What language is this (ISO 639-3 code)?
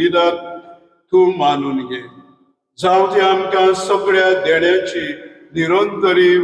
kok